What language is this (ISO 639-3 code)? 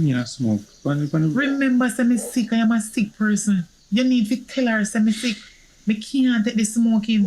jam